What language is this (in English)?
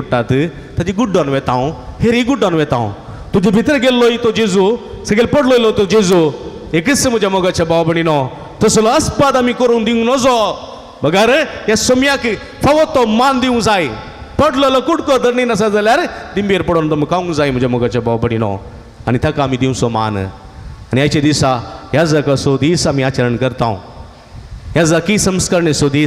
Konkani